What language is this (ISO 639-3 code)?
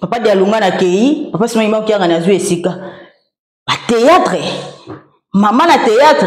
lin